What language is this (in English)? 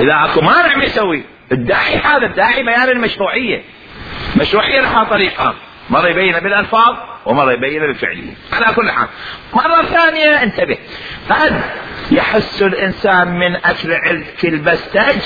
Mesopotamian Arabic